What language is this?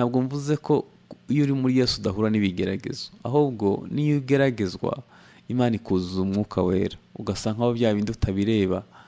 Kinyarwanda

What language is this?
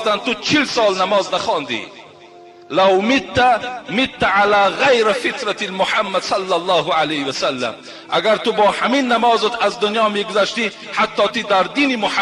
Tajik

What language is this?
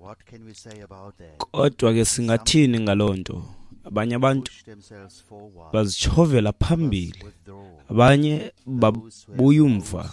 Xhosa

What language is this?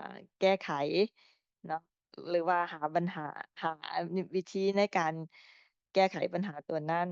Lao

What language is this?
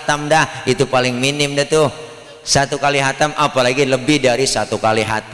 Betawi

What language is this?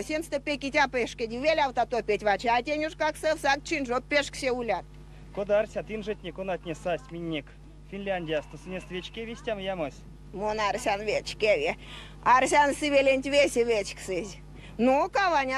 Erzya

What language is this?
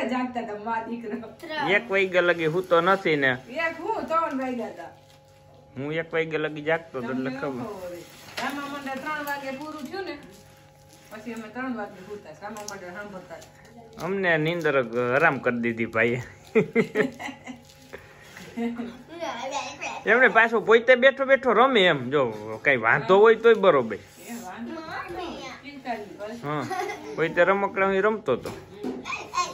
Gujarati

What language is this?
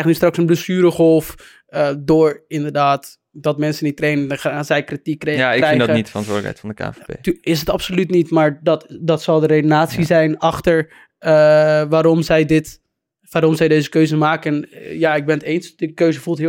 Dutch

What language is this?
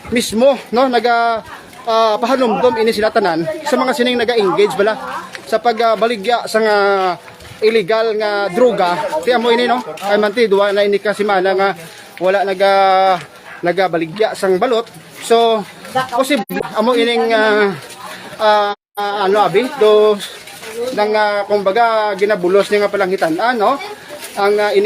Hiligaynon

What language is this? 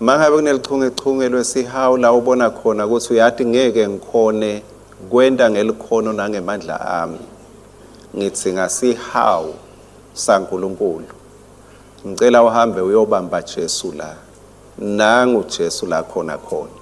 Swati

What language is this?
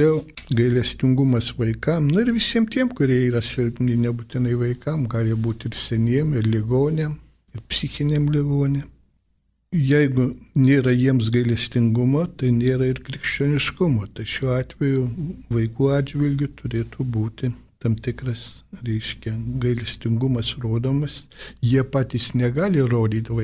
Lithuanian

